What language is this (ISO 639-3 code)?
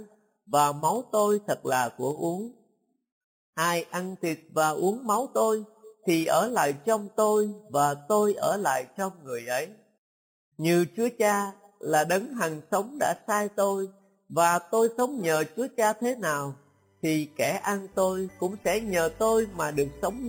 vie